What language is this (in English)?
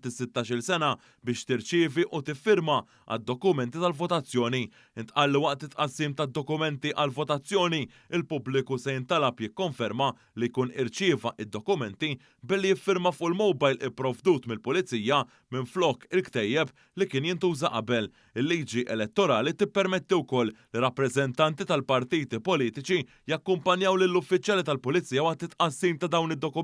Maltese